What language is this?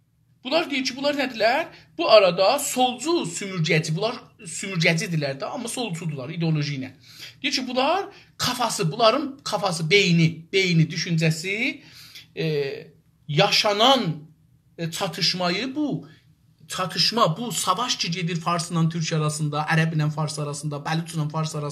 South Azerbaijani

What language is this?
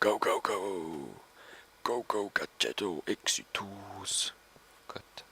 Swiss German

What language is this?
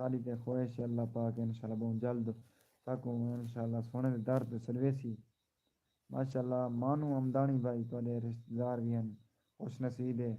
Saraiki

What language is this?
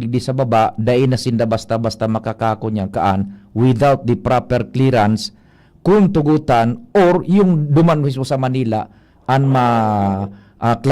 Bikol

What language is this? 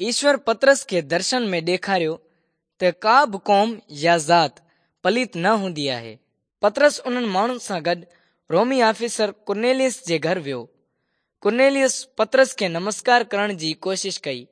Sindhi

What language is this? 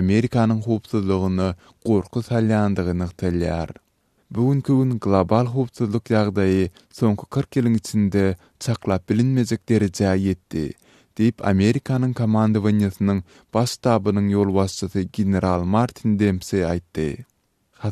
Turkmen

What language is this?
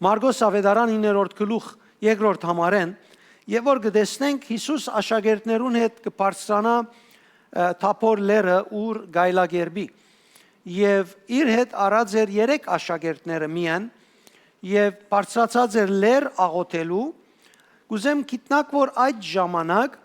Western Armenian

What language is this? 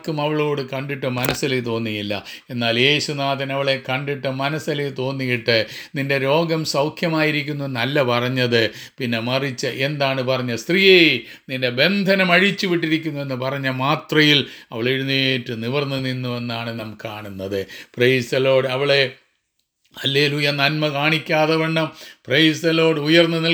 Malayalam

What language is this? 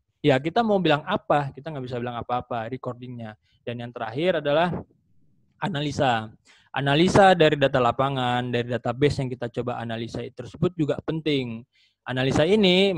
Indonesian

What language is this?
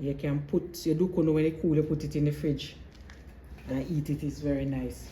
Jamaican Creole English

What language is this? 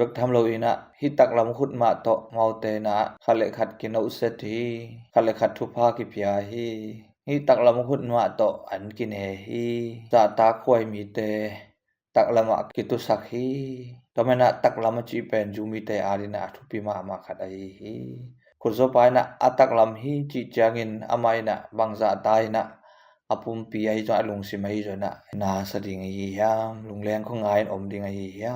Tedim Chin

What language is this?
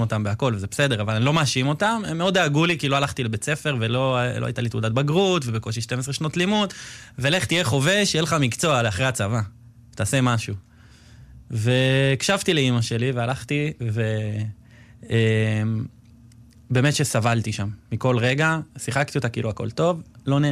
Hebrew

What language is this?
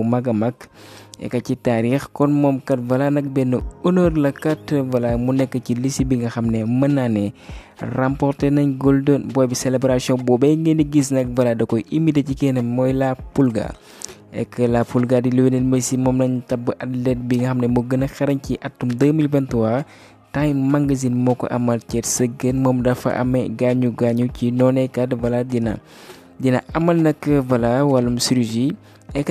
Wolof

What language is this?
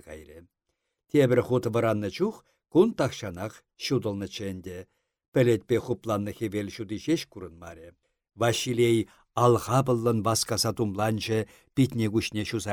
Chuvash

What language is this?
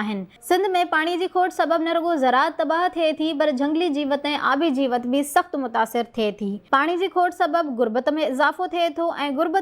Sindhi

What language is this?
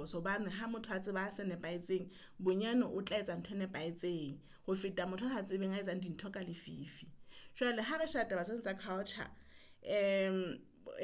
Southern Sotho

